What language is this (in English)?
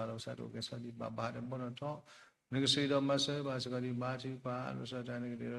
S'gaw Karen